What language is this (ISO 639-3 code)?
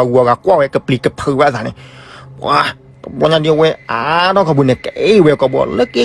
ksw